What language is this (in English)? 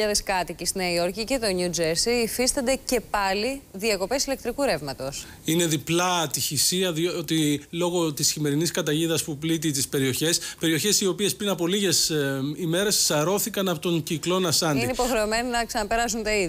Greek